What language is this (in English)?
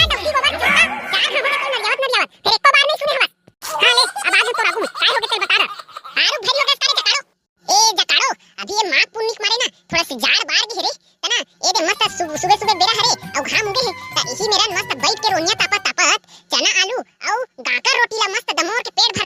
Chhattisgarhi